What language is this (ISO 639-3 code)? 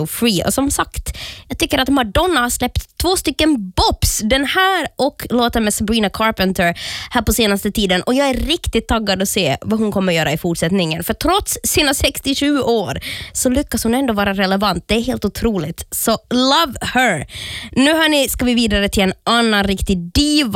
swe